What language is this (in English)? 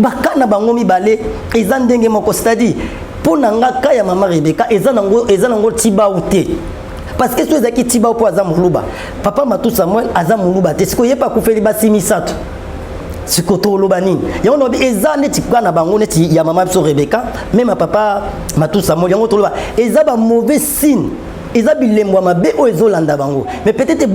Lingala